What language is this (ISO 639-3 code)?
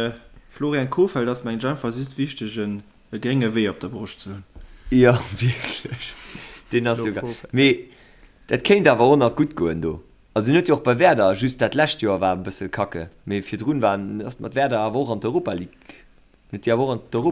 ltz